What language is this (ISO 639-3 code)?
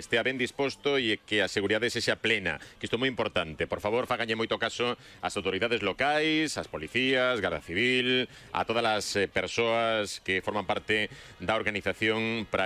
glg